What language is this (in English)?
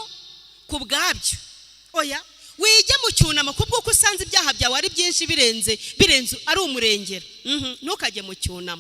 Kinyarwanda